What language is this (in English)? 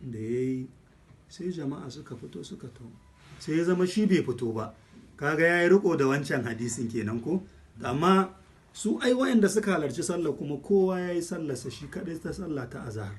Hausa